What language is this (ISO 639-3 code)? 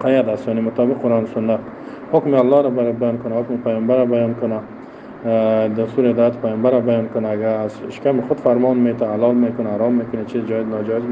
fas